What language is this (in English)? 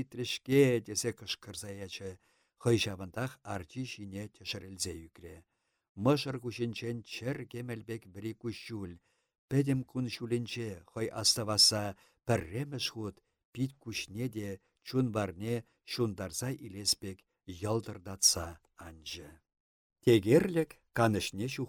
Chuvash